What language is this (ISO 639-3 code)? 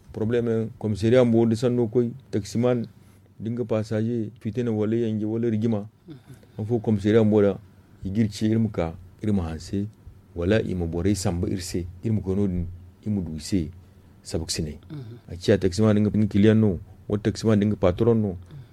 dje